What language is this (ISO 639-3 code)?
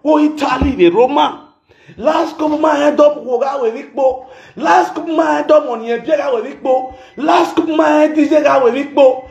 pcm